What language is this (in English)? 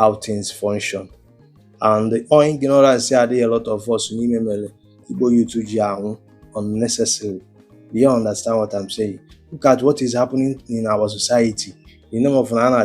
Igbo